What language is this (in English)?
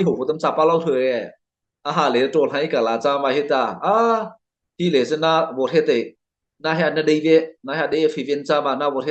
Mara Chin